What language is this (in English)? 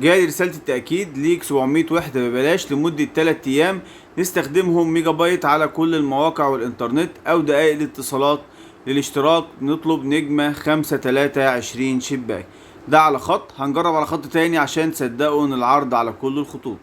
Egyptian Arabic